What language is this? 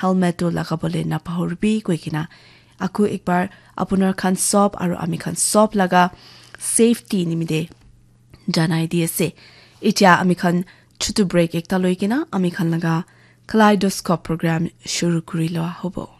Naga Pidgin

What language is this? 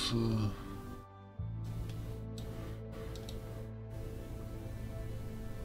German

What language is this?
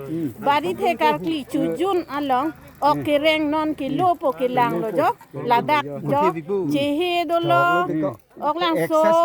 Karbi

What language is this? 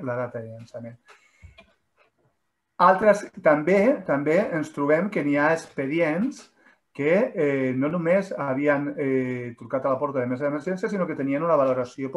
Catalan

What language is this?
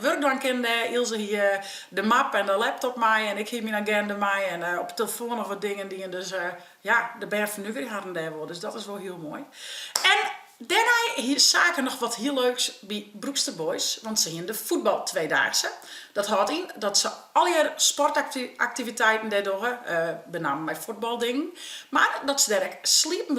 Western Frisian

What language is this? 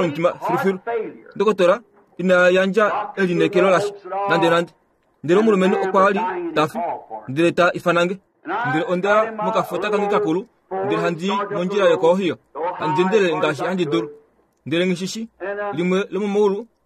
Kuanyama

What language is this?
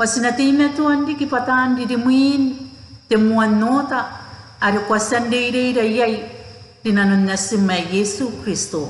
Gilbertese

